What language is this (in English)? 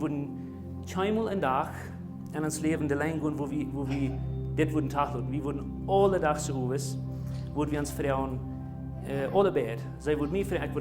Plautdietsch